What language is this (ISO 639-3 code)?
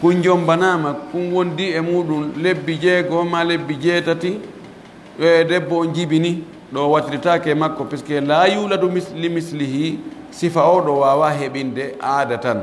fuf